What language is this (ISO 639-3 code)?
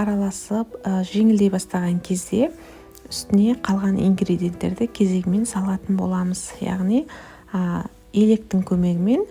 kaz